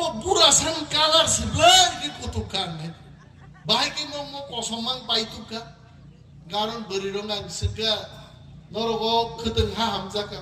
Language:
Kok Borok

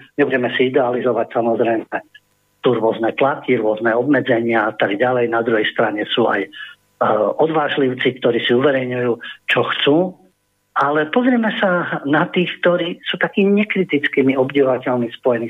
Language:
Slovak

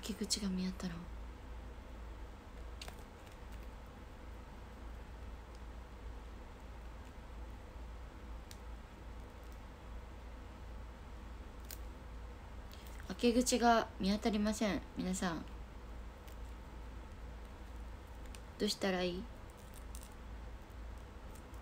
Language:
Japanese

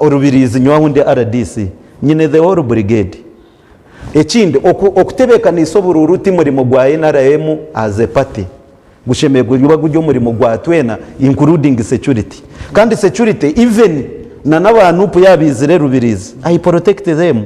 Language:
Nyankole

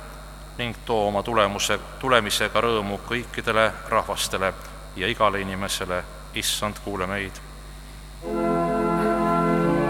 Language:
Estonian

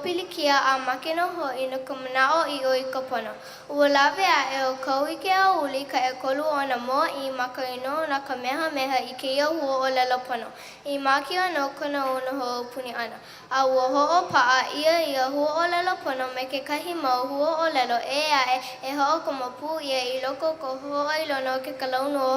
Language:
Hawaiian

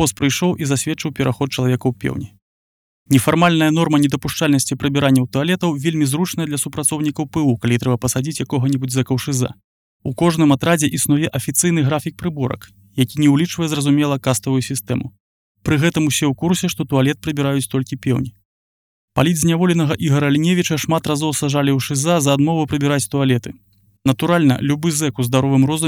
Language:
Belarusian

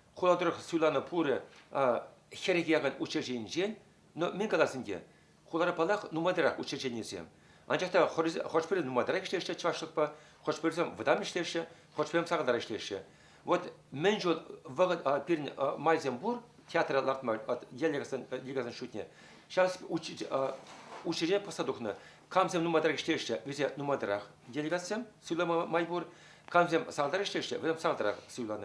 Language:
Chuvash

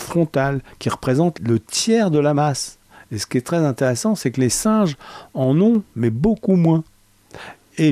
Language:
French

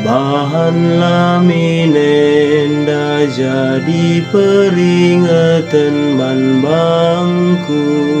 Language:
Batak Karo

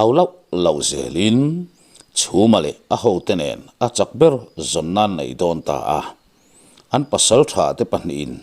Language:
Mizo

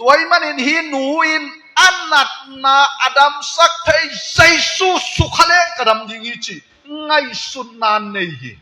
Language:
Tedim Chin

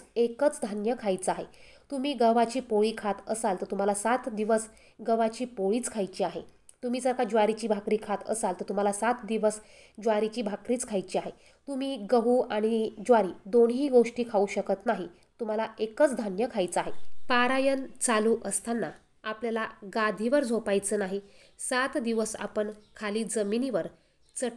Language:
Marathi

